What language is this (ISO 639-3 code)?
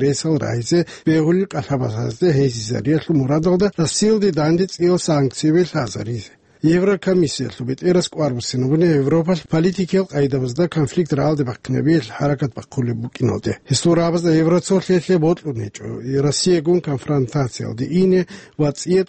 ava